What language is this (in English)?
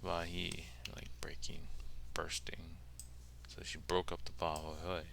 Hawaiian